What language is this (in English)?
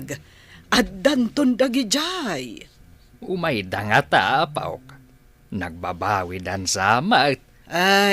Iloko